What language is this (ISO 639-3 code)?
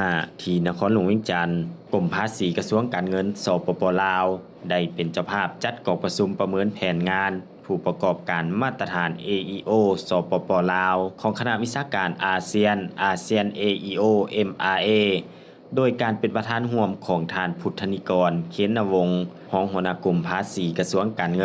lao